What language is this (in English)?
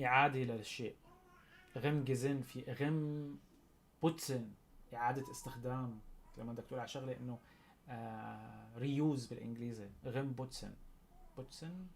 North Levantine Arabic